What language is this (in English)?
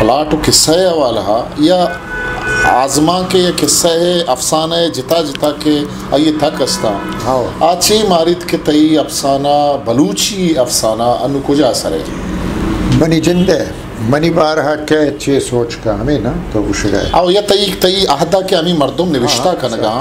Eastern Balochi